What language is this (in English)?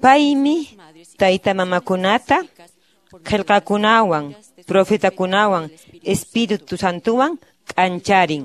Quechua